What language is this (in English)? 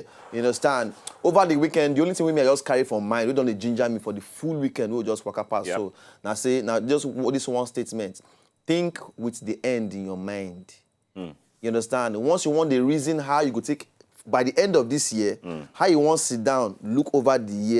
Nigerian Pidgin